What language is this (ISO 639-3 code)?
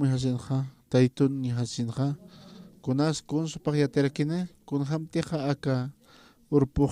aym